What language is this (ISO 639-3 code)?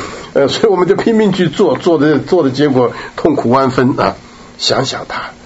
zho